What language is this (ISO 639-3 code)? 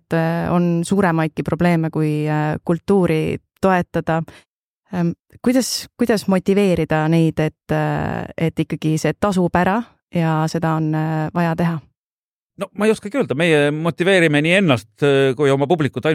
est